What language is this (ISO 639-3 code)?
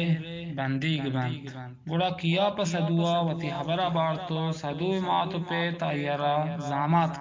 bgp